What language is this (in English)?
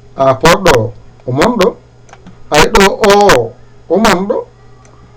Fula